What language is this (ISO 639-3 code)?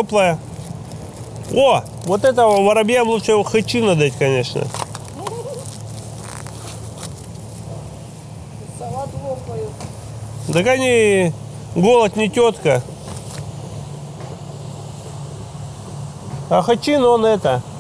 rus